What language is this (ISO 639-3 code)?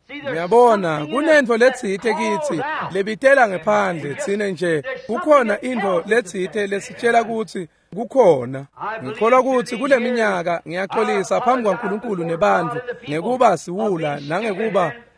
ssw